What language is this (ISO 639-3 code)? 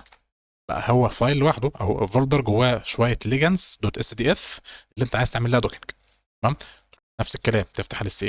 arz